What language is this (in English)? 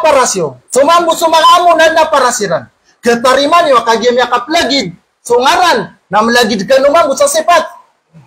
Maranao